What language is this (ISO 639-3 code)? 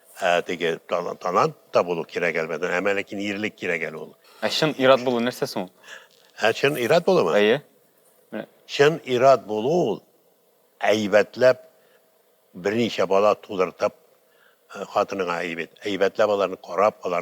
tat